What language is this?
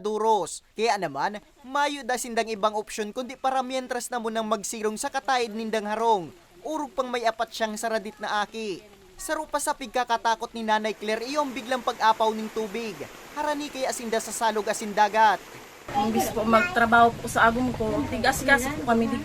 Bikol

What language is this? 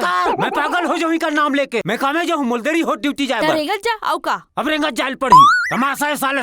Chhattisgarhi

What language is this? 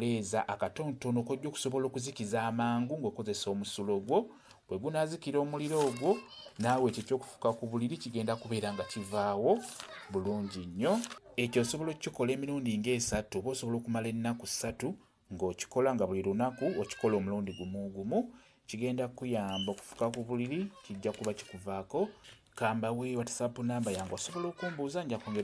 Ganda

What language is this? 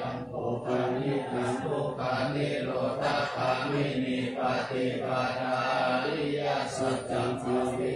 Pali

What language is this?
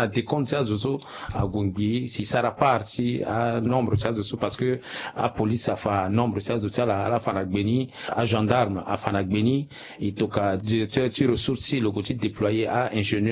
Sango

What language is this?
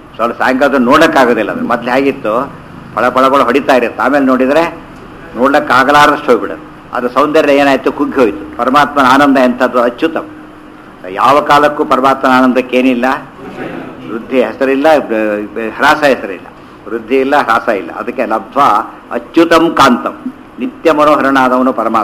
Kannada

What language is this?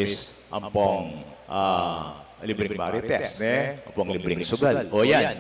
Pampanga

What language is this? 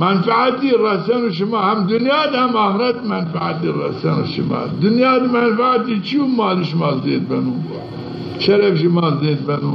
Zaza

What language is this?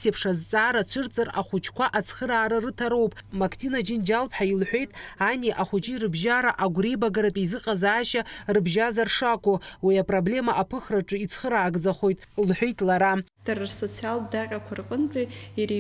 Abkhazian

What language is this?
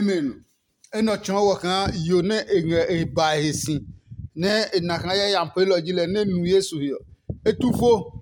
Adangme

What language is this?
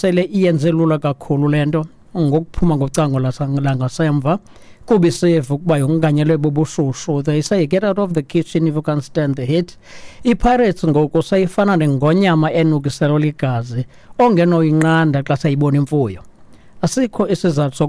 Xhosa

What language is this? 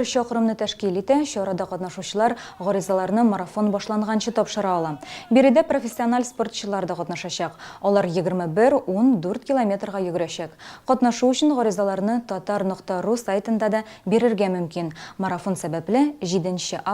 Tatar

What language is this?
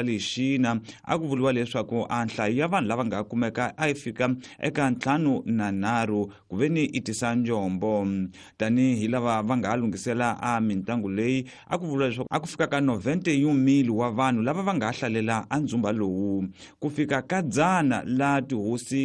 Tsonga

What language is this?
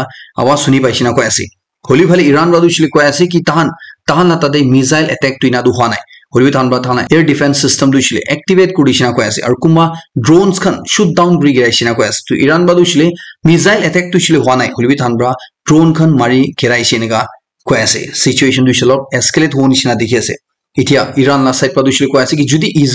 Naga Pidgin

